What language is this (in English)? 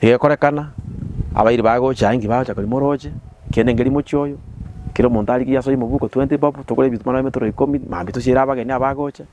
Gusii